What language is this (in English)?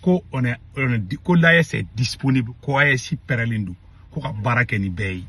Bambara